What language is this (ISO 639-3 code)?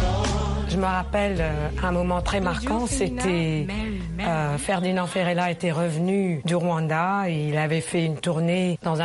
fra